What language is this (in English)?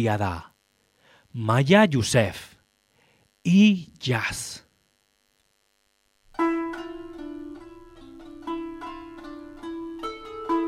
Basque